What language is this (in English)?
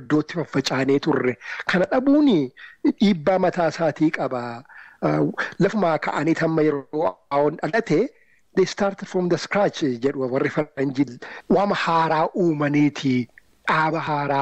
Oromo